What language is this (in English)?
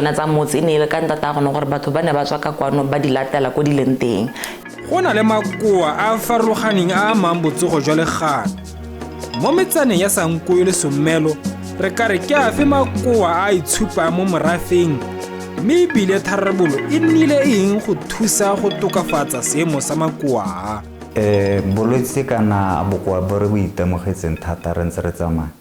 Tswana